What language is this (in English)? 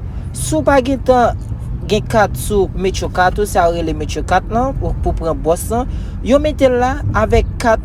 Haitian Creole